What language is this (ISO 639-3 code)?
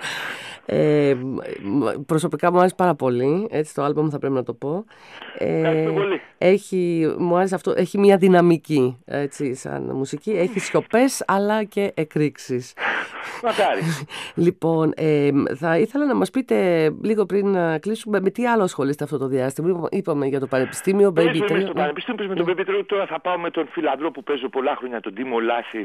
ell